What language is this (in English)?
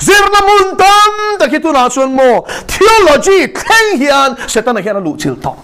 Mizo